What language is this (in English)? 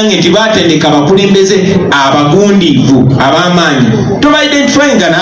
Ganda